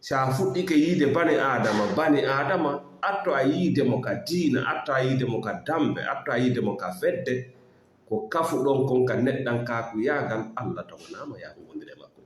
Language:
Fula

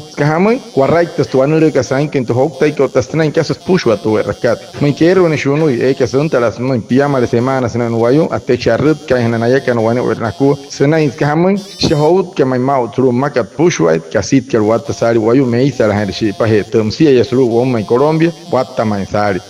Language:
Wayuu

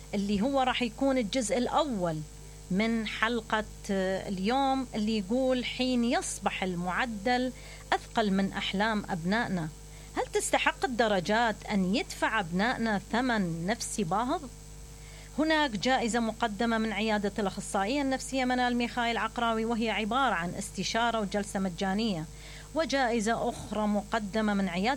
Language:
Mesopotamian Arabic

